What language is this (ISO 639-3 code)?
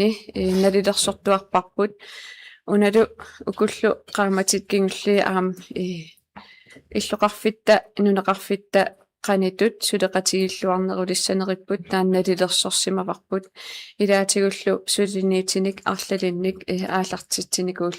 kal